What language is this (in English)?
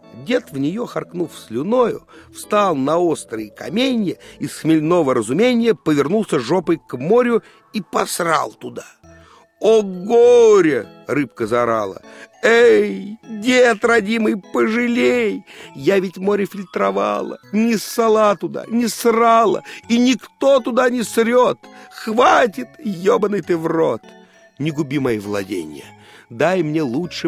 Russian